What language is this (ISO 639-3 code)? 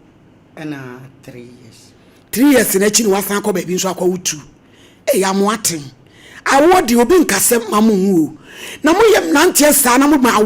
aka